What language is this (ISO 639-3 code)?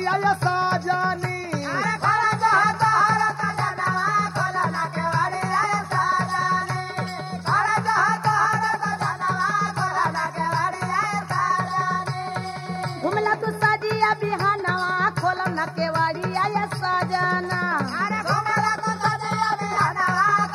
bho